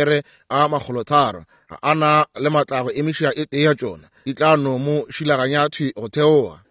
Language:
Northern Sotho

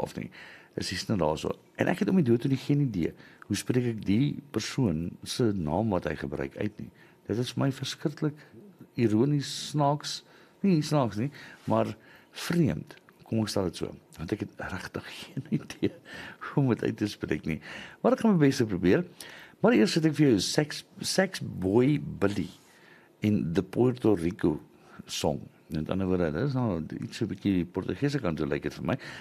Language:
Afrikaans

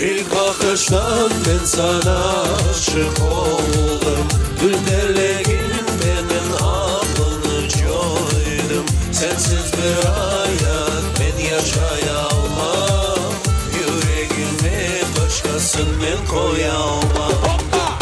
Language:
Crimean Tatar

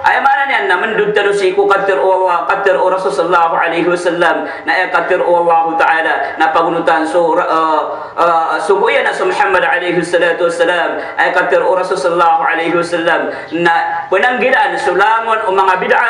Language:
Maranao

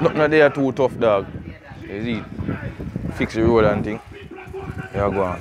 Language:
Jamaican Creole English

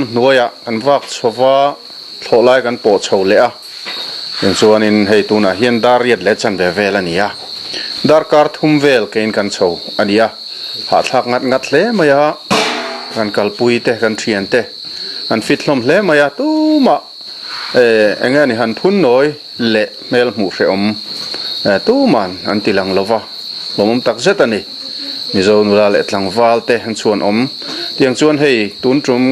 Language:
Mizo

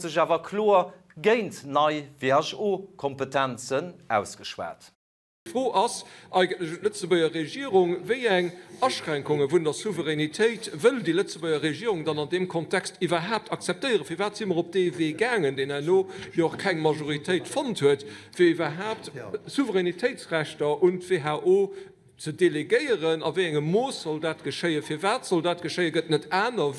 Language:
Luxembourgish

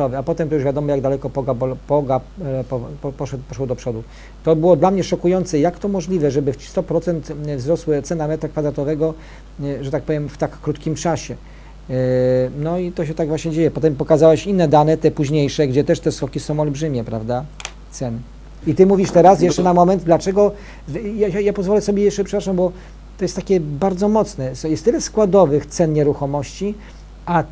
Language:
Polish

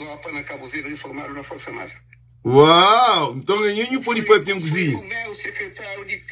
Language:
Kabuverdianu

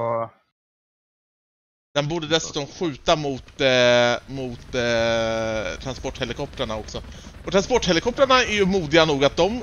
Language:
Swedish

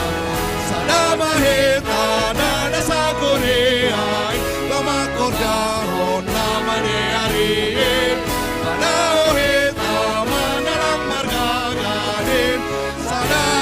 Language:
Batak Simalungun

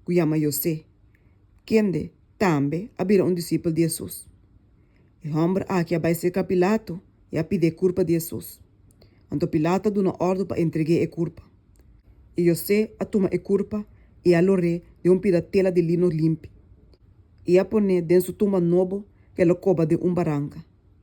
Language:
Papiamento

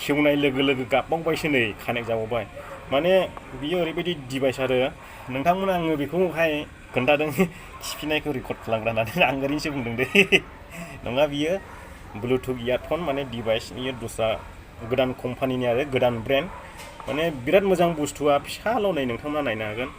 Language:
Bodo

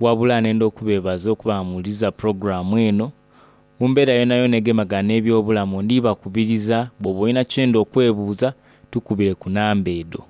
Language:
Soga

